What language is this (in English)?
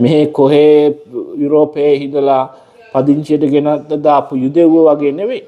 Sinhala